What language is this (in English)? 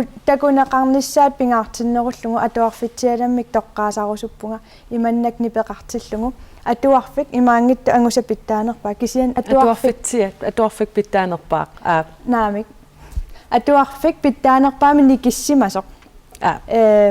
Kalaallisut